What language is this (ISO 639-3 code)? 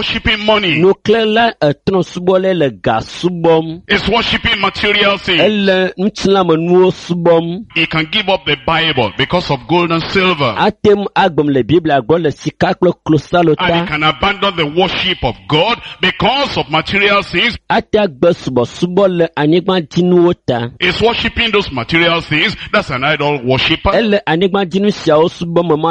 ewe